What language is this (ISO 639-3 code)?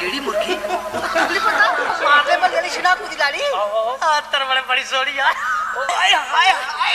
doi